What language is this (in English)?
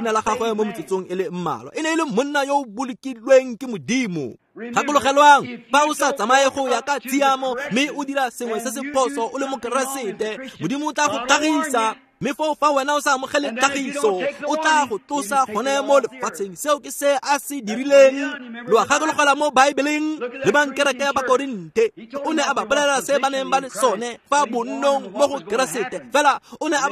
Tswana